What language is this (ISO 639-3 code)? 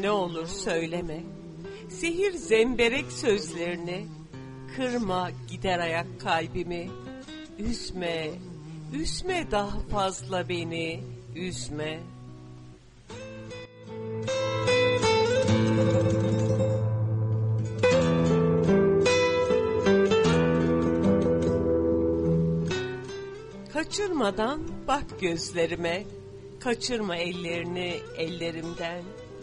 tur